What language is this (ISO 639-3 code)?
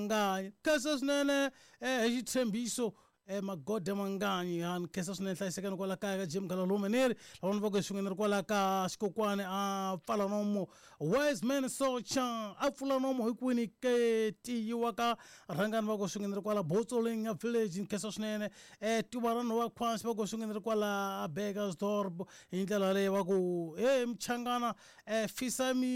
tso